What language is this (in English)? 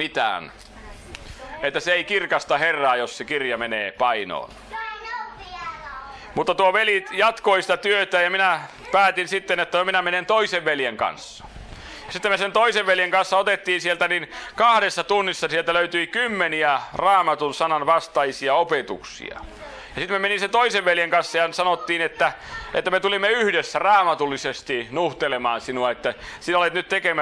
Finnish